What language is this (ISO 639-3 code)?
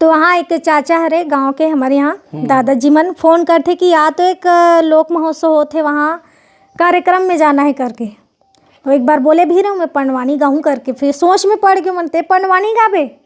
hne